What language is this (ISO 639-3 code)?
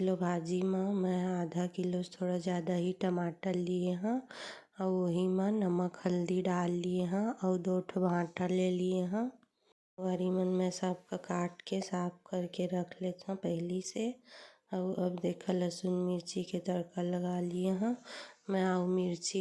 hne